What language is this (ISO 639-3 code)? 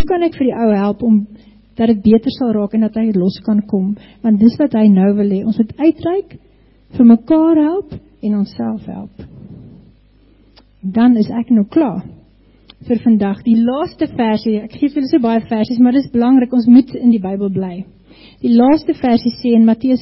afr